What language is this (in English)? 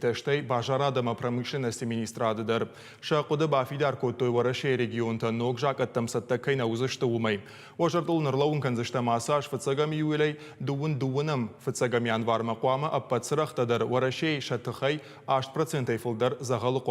Ossetic